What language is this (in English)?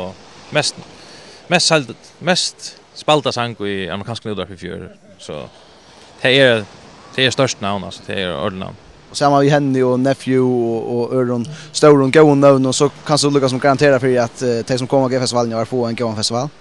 Faroese